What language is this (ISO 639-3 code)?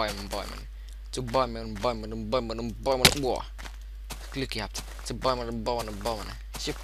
gsw